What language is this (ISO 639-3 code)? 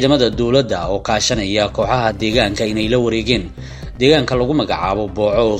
som